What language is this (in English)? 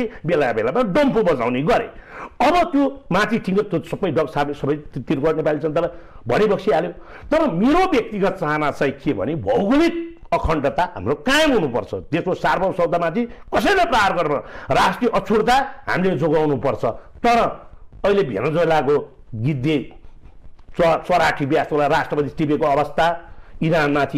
Nepali